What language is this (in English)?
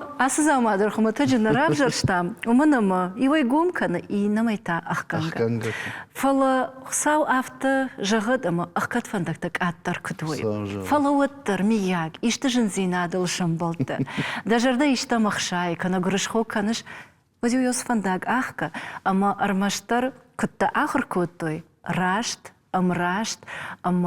Ossetic